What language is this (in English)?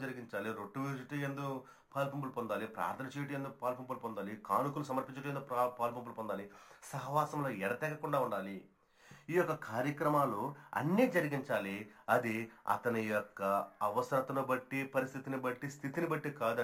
Telugu